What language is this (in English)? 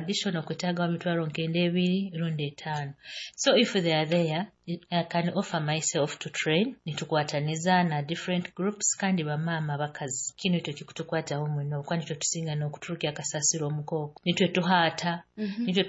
Nyoro